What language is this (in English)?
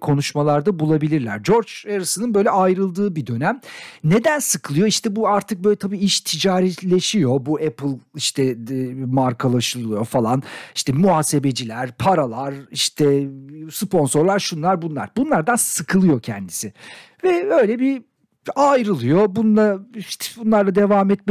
Turkish